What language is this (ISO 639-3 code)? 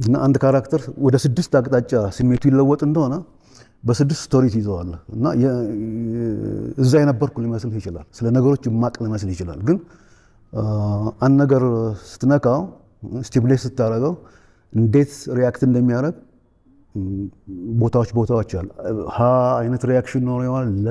amh